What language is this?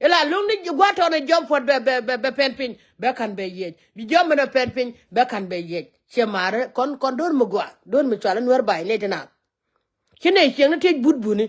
Nuer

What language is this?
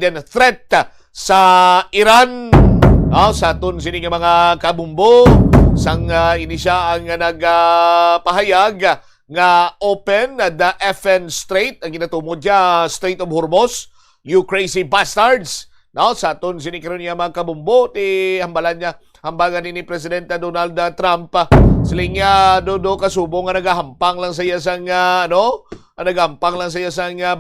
Hiligaynon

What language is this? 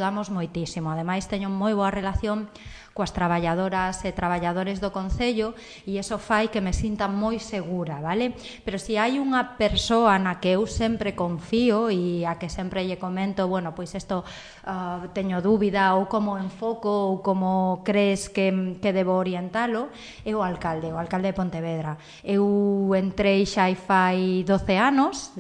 Galician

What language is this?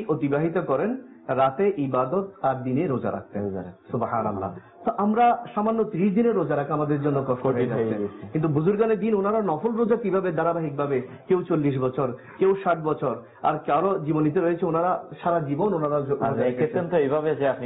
Bangla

